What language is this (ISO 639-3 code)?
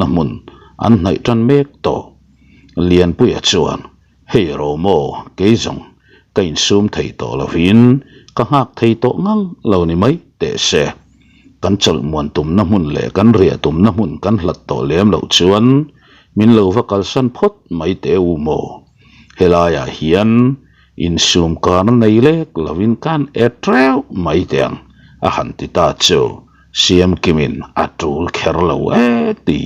lus